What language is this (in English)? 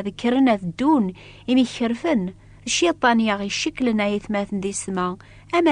Kabyle